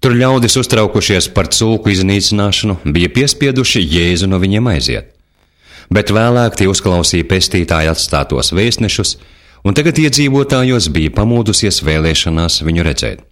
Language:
Latvian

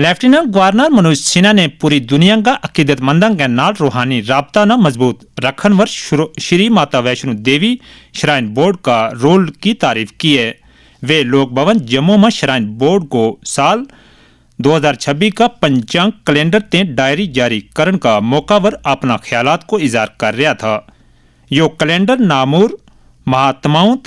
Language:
Gujari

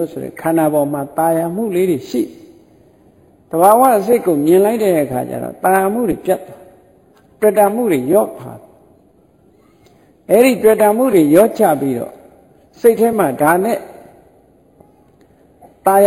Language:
Burmese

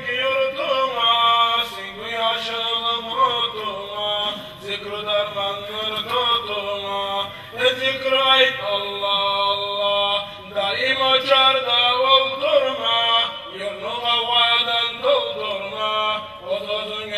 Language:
Kumyk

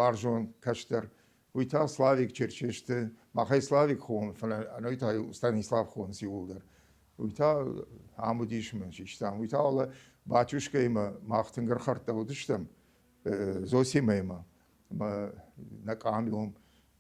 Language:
Ossetic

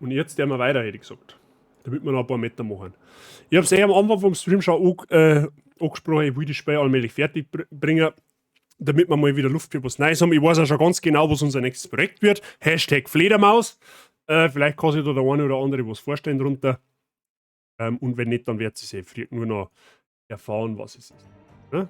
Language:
Bavarian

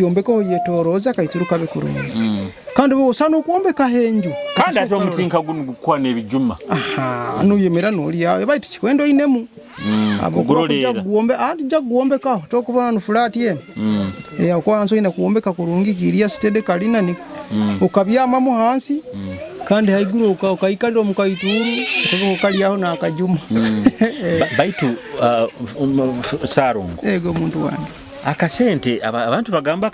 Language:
Nyoro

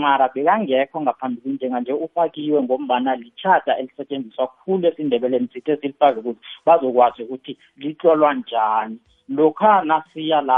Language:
South Ndebele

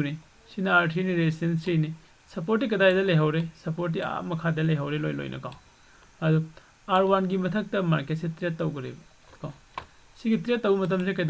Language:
Manipuri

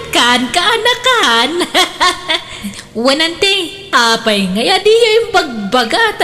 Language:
Iloko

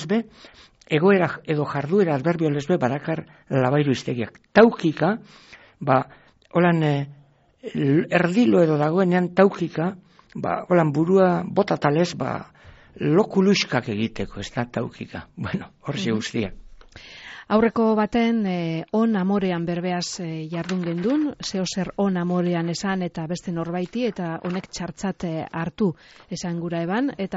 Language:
Basque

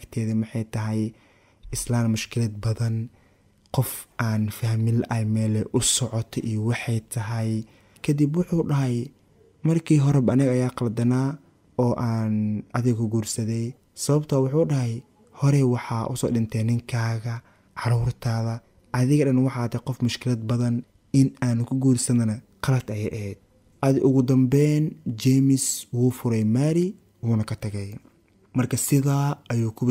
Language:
Somali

